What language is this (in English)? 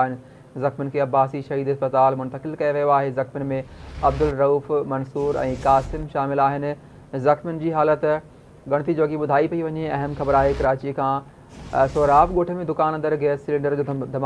Sindhi